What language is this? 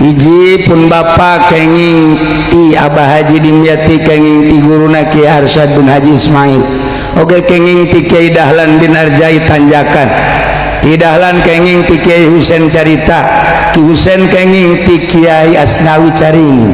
Sundanese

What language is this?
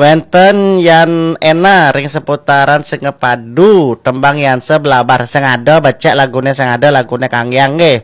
Balinese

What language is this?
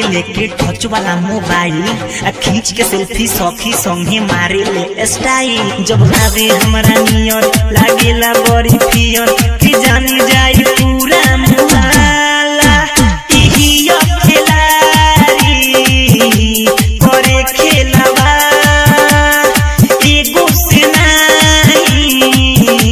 Bhojpuri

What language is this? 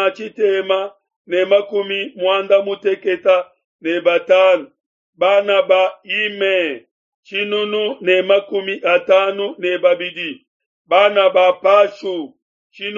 Luba-Lulua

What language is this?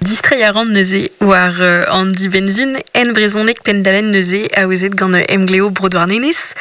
Breton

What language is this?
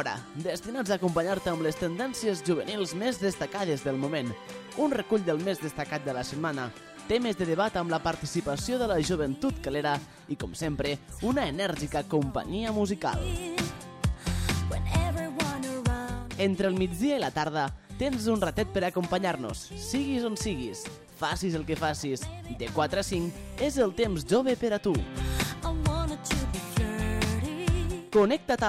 Catalan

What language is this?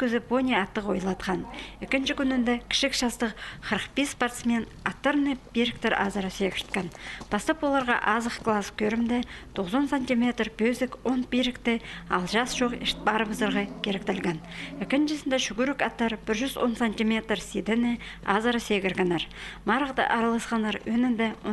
Khakas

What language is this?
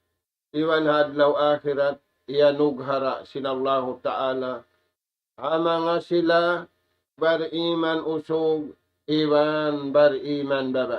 Tausug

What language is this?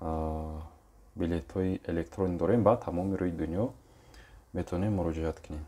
Tajik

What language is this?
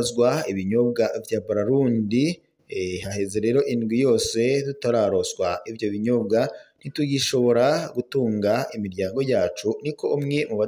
Rundi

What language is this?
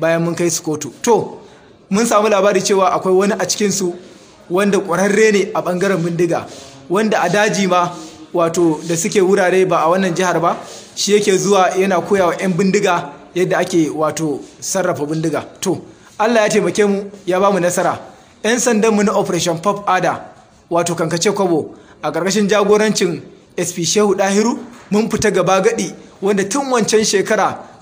Hausa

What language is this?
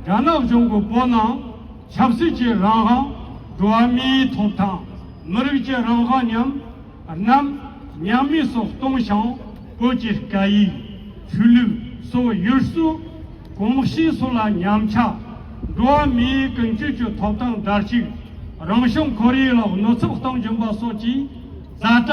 Tibetan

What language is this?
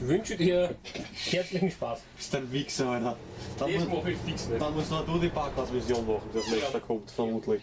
Bavarian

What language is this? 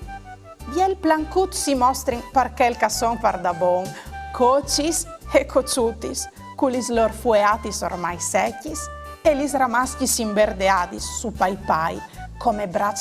Friulian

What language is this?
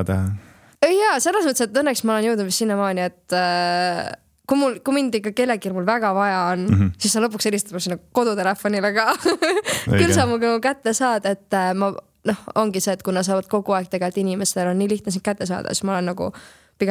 Estonian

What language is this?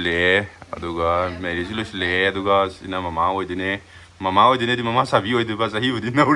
Manipuri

